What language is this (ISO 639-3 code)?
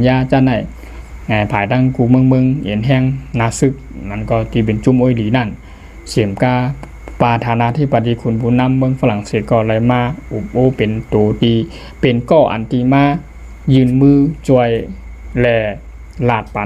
shn